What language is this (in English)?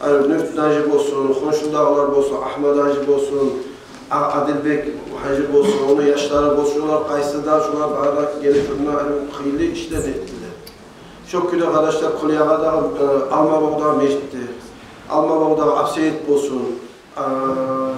Kumyk